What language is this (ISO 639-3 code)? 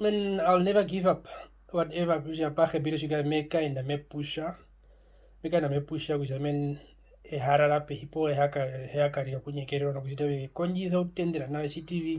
her